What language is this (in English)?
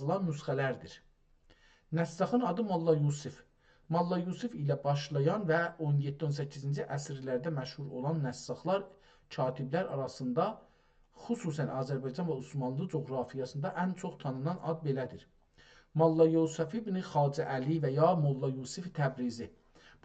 South Azerbaijani